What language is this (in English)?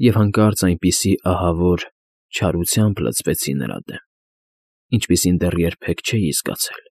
Armenian